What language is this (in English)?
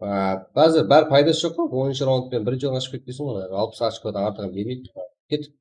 Kara-Kalpak